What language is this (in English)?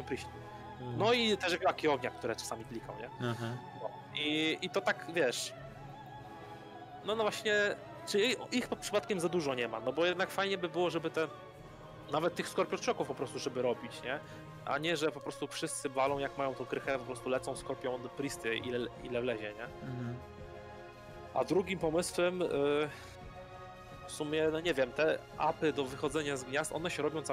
Polish